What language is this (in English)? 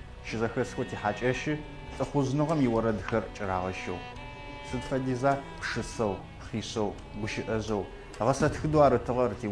Adyghe